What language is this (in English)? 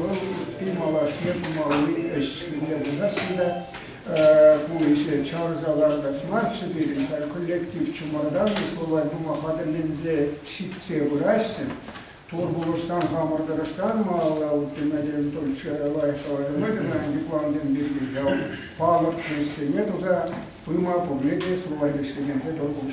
Chuvash